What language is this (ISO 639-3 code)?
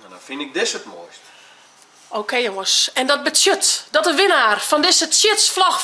fry